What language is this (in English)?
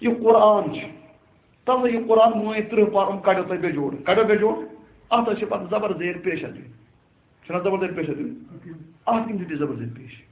Kashmiri